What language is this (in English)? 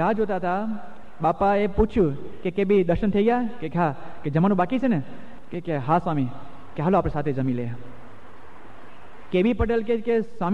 Gujarati